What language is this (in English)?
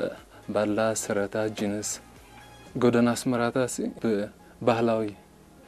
Tigrinya